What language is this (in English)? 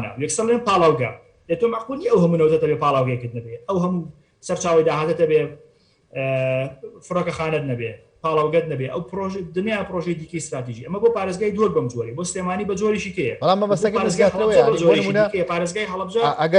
Central Kurdish